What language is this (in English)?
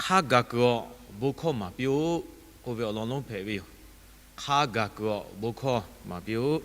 Lahu